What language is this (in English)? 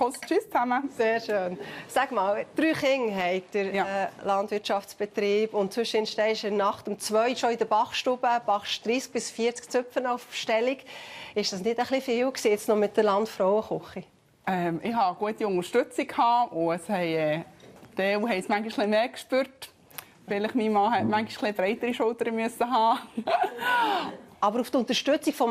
Swiss German